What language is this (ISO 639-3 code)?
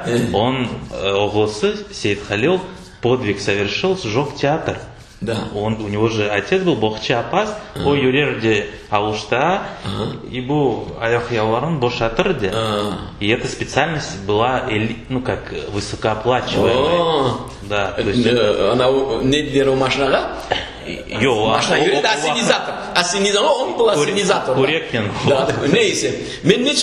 crh